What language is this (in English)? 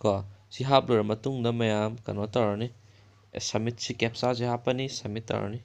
Manipuri